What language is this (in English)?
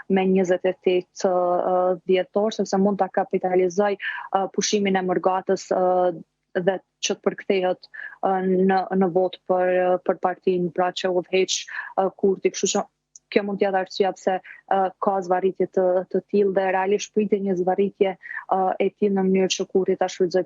Albanian